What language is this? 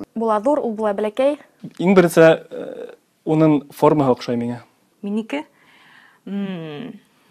Bashkir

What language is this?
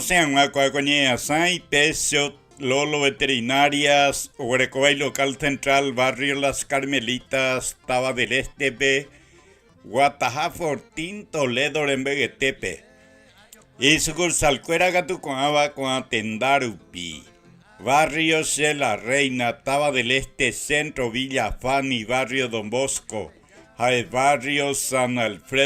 Guarani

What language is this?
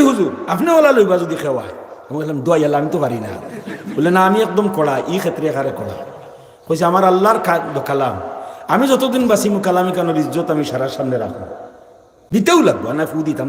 Sylheti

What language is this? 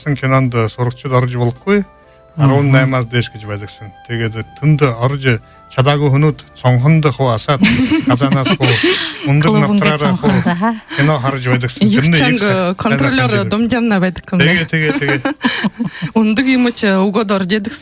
Buriat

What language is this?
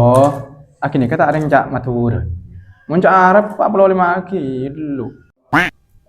Madurese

